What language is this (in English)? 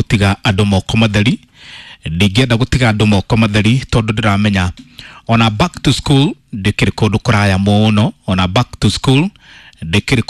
Kikuyu